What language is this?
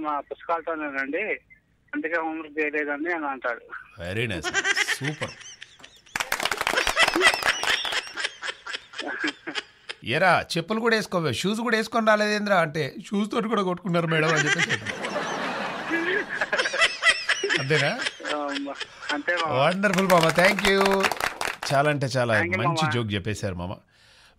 Telugu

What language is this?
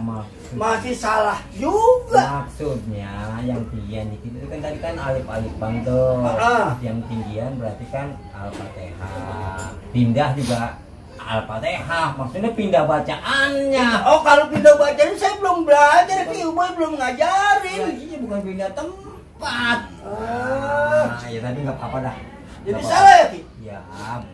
Betawi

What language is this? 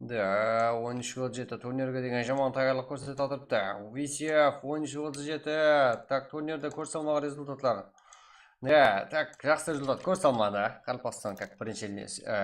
Kara-Kalpak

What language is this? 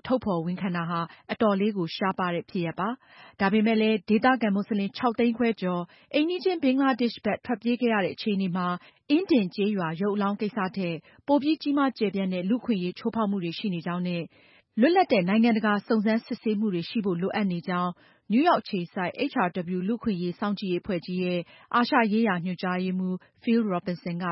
Burmese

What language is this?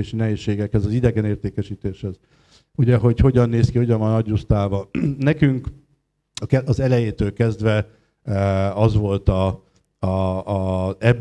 Hungarian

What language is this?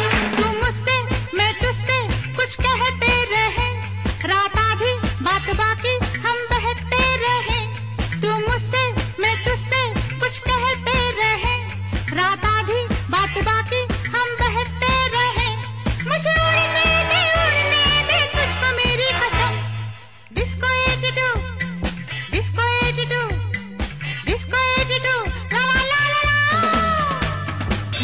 Hindi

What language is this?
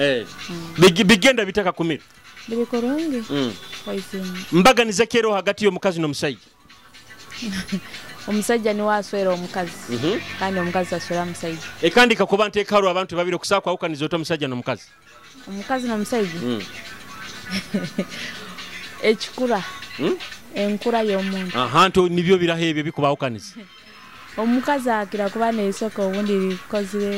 Nyoro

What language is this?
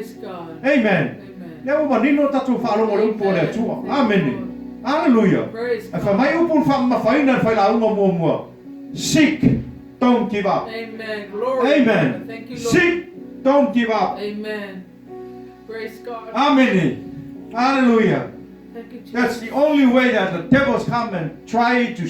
Samoan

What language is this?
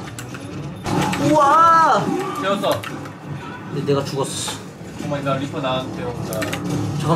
Korean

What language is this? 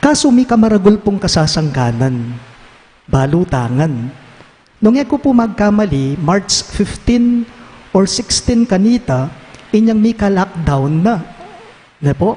Pampanga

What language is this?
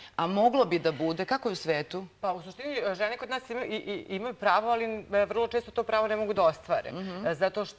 Serbian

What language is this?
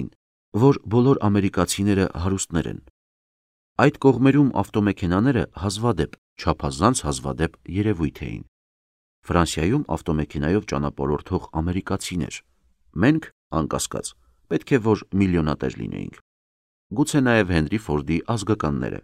Armenian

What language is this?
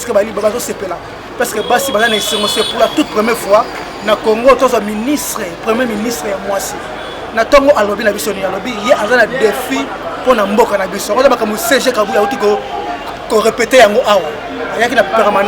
Lingala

